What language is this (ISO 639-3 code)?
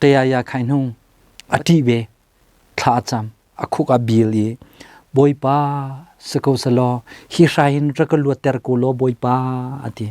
cnh